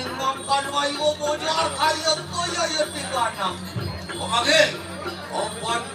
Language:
Balinese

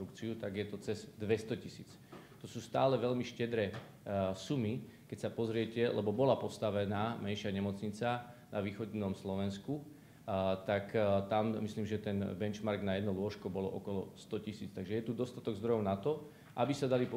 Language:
Slovak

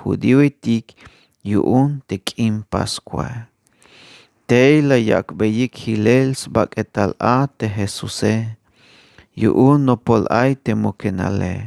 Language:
Tzeltal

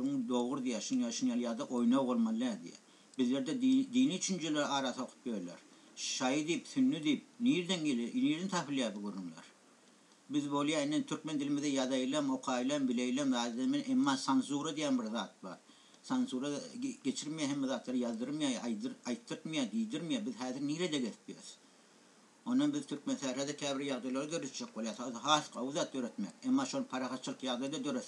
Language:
Turkmen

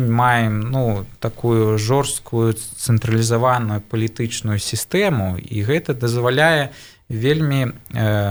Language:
Belarusian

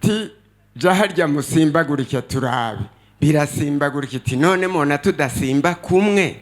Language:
Rundi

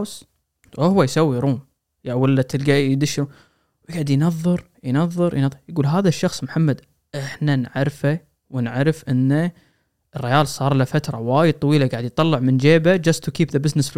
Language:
Gulf Arabic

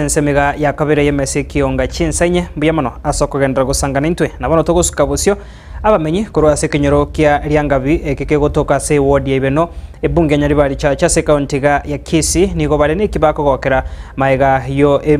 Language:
Gusii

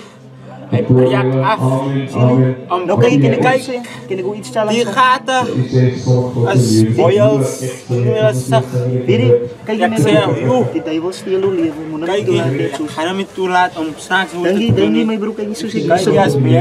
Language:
Afrikaans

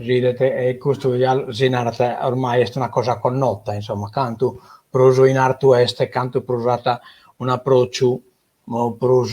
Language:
Sardinian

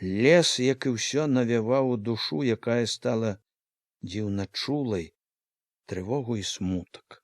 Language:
Belarusian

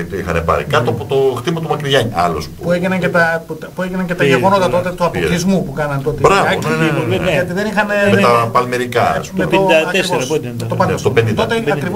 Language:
Greek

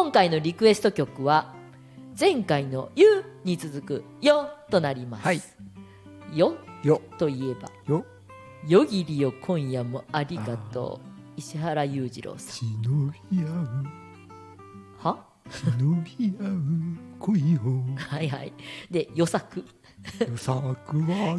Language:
Japanese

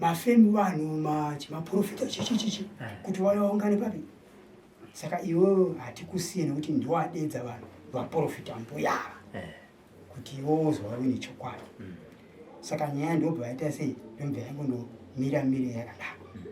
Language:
Shona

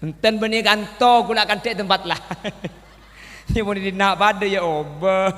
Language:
Madurese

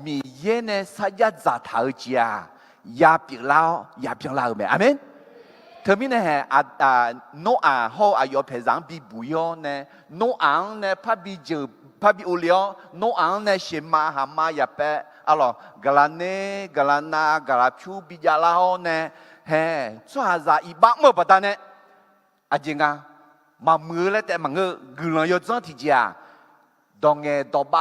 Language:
Akha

